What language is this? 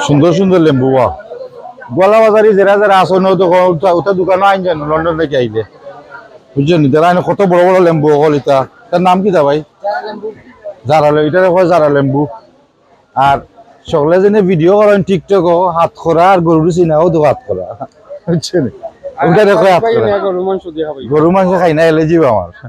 Sylheti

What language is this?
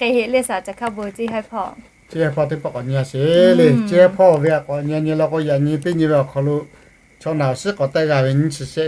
Lahu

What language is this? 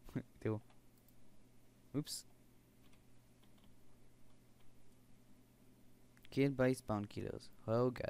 Hebrew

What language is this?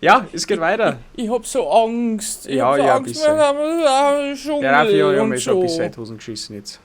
Bavarian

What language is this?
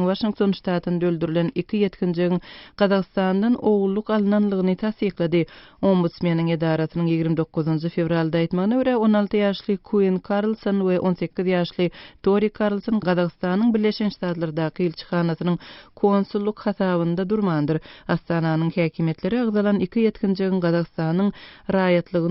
Turkmen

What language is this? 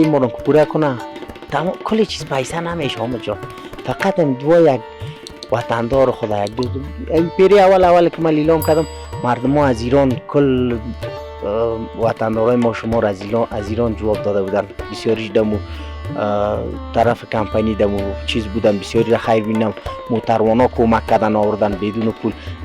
Persian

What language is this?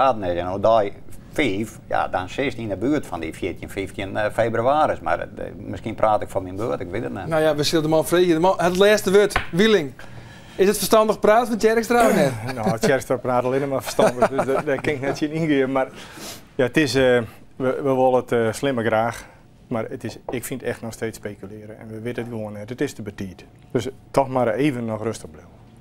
Western Frisian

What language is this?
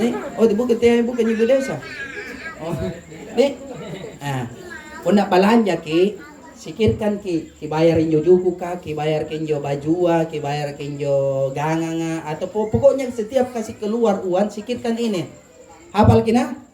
Makasar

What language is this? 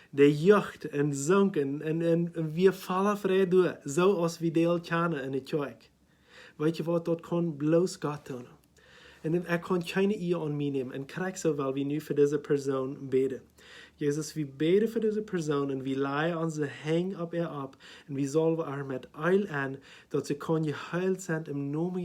Plautdietsch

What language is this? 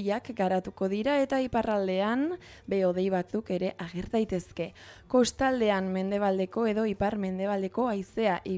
Basque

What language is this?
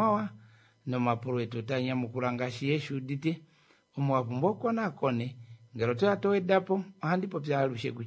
Kuanyama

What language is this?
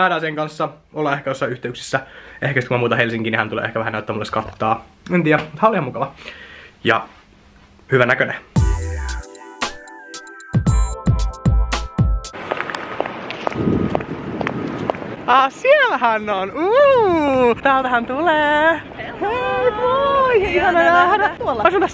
Finnish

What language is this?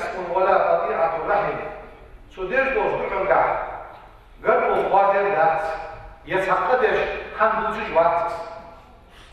Ingush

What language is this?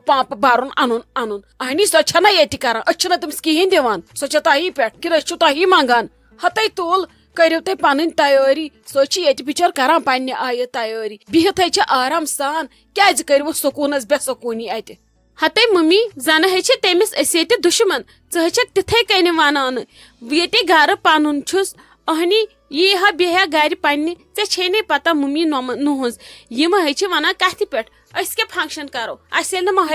Kashmiri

